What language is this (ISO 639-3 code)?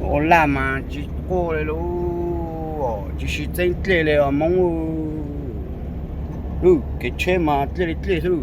hmn